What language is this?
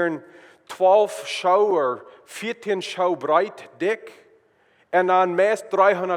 Plautdietsch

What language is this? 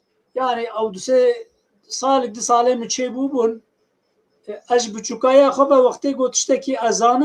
Kurdish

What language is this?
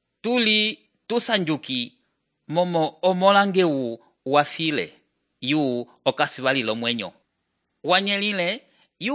Umbundu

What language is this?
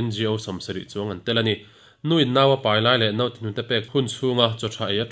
Mizo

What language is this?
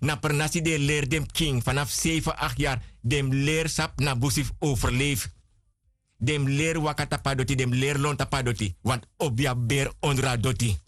Sranan Tongo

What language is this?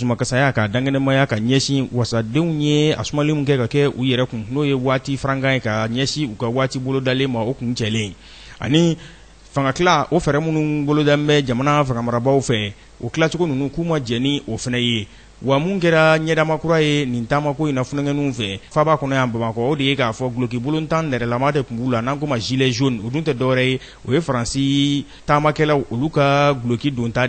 Bambara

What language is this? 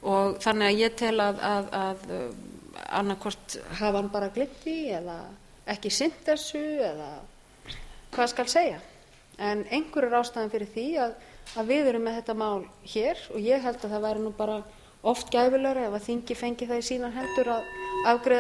Icelandic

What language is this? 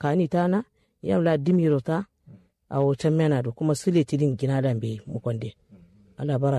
Kanuri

